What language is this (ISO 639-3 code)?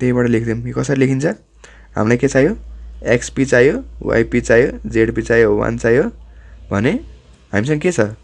nep